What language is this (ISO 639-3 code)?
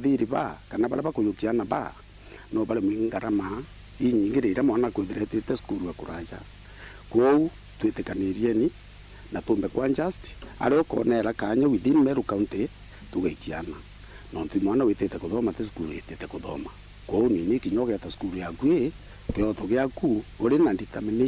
mer